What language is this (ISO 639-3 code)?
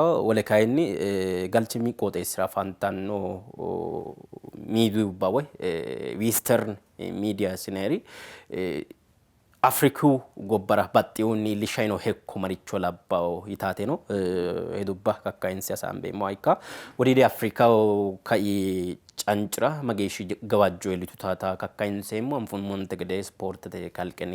sid